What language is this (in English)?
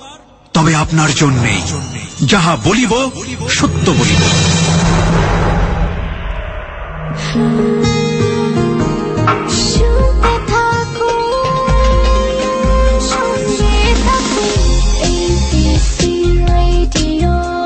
Bangla